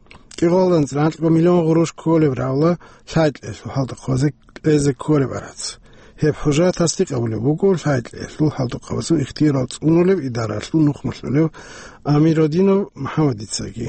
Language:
Avaric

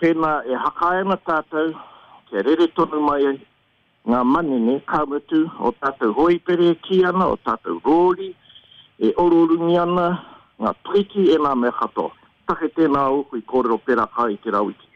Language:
Māori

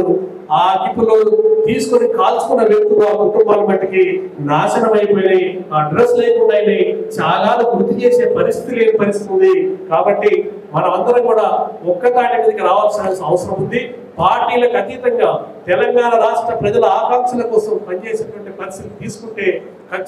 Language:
Telugu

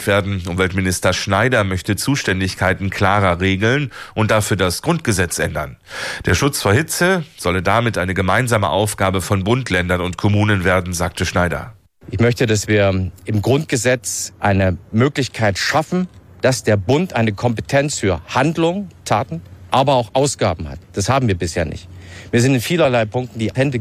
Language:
German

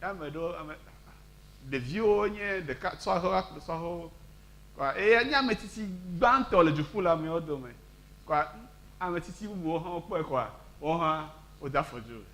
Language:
Ewe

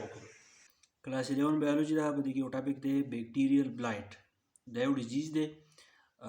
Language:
Pashto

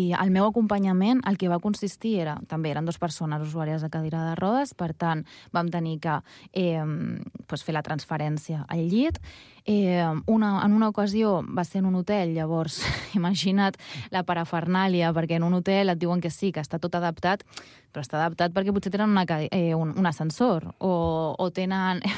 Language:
Catalan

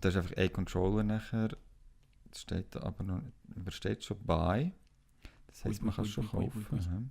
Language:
Swiss German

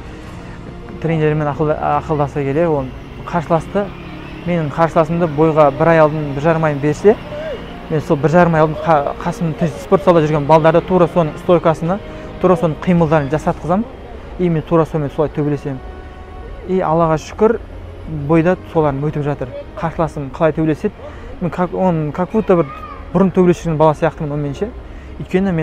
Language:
Kazakh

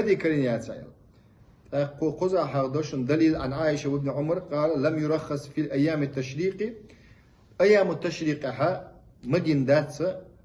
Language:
Chechen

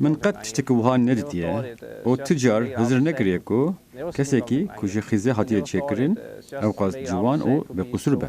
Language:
Kurdish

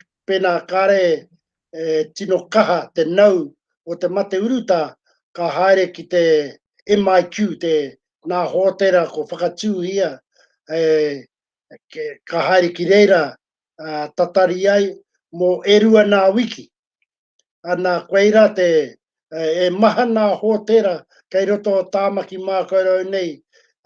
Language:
Māori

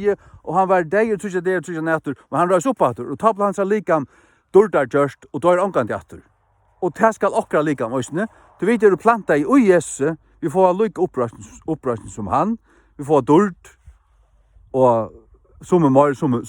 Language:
Faroese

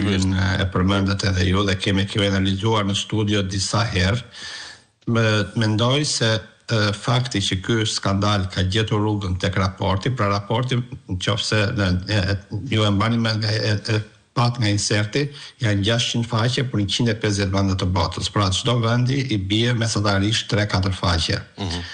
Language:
Albanian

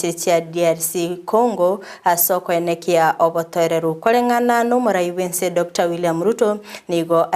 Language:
Gusii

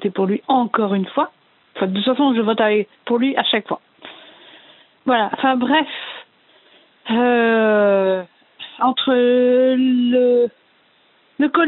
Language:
French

